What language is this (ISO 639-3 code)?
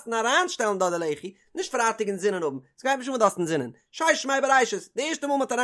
yid